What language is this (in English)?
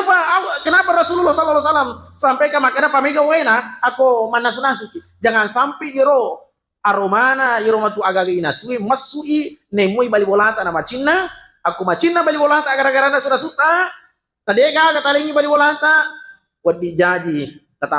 Buginese